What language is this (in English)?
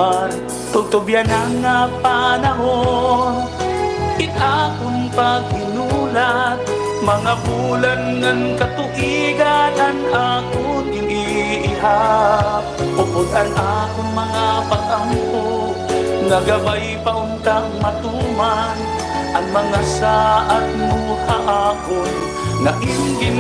Waray